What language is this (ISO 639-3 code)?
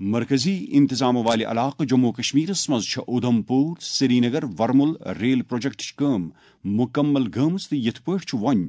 kas